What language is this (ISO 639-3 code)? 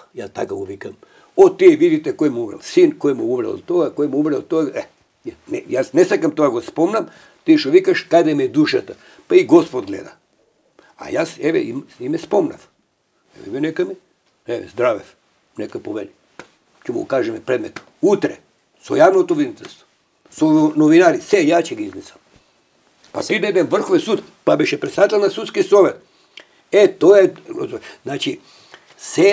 mkd